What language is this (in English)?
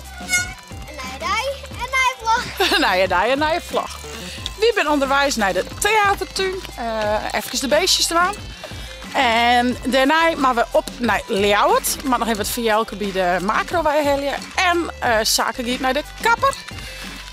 Western Frisian